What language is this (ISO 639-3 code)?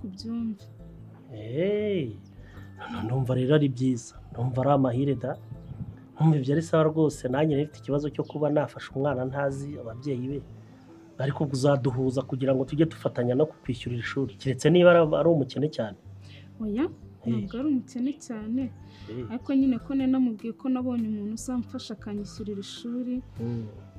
kin